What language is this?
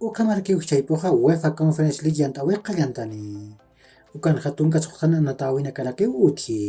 Aymara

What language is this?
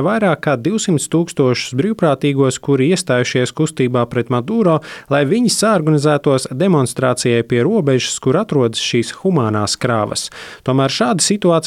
Latvian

